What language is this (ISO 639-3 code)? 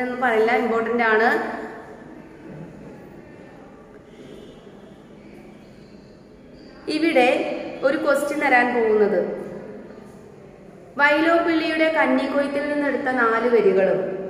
mal